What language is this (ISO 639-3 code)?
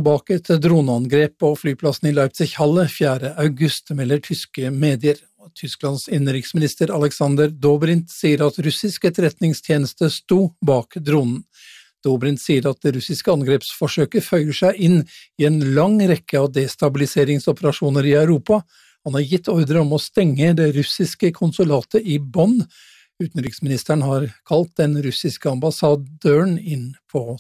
nor